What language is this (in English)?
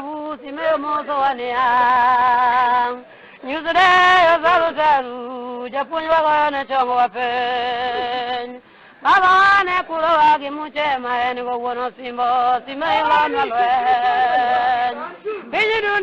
Luo (Kenya and Tanzania)